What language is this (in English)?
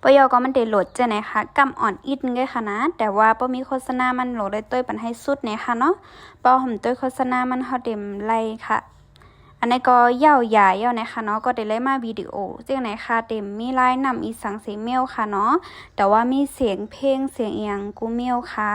Shan